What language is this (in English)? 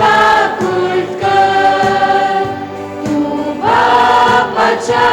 Konkani